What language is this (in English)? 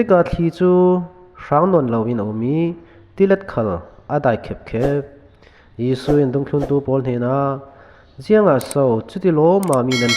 Falam Chin